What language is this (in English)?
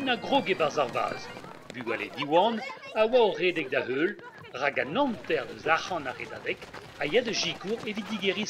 Breton